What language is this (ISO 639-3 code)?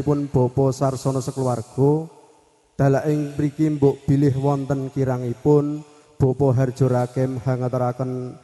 jav